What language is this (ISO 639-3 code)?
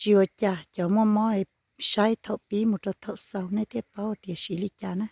hmn